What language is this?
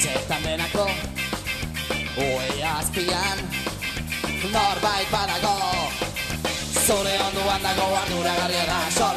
Basque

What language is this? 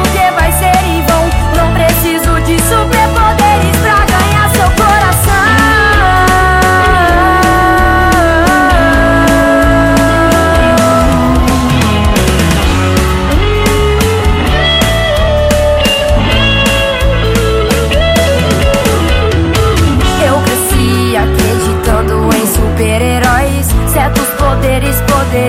Portuguese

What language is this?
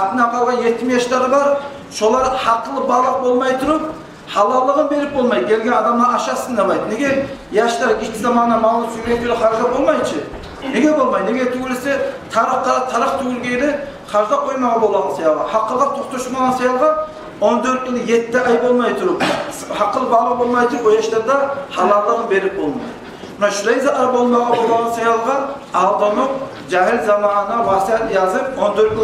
Kumyk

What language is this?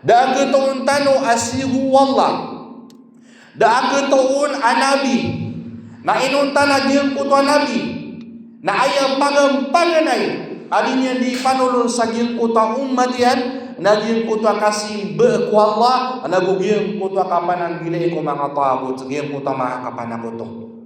Maranao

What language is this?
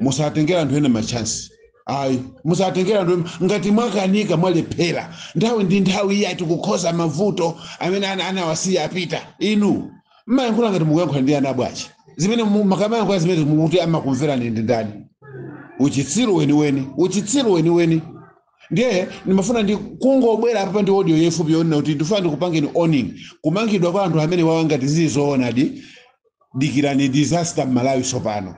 Nyanja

